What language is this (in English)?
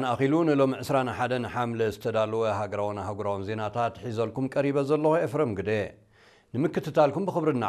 Tigrinya